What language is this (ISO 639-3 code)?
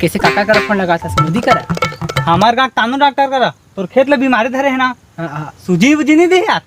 hne